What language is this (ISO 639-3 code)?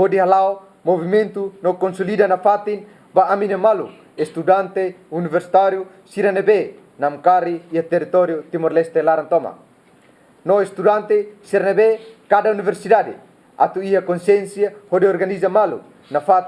tet